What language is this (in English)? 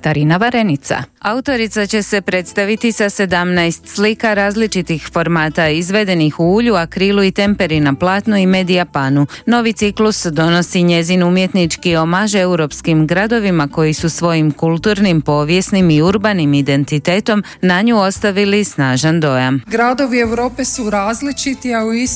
Croatian